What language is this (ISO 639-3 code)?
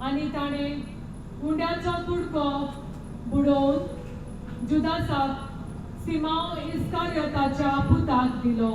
kok